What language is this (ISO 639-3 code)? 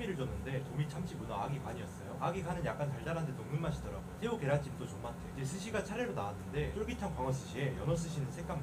kor